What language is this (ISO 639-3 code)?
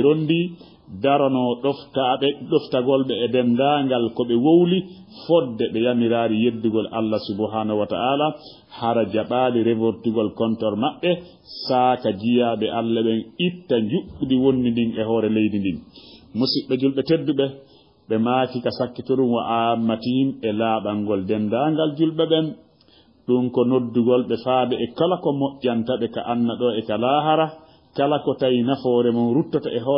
ful